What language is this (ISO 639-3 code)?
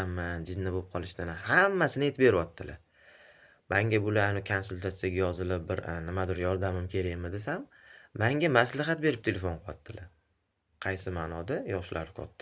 uzb